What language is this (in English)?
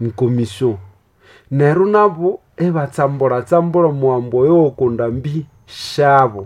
Nande